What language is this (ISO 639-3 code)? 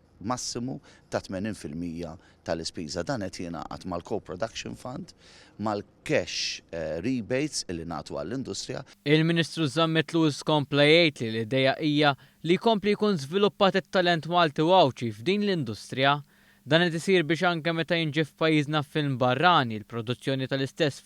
mlt